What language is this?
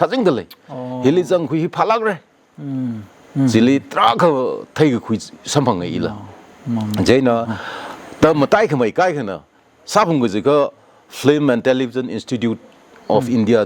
Tangkhul Naga (India)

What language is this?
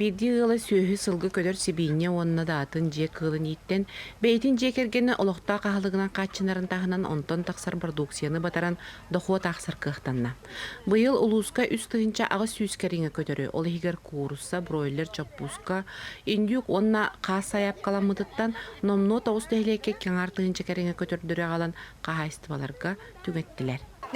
Yakut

